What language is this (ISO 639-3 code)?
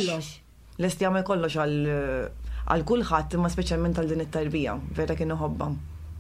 mlt